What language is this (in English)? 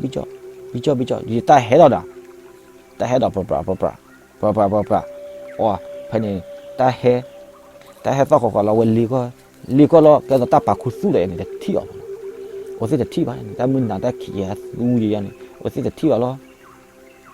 S'gaw Karen